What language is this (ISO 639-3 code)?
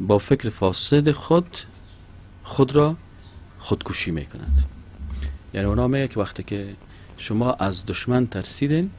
fas